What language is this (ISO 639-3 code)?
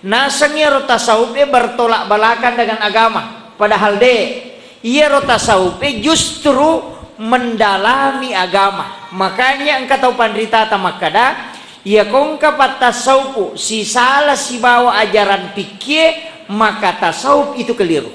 bug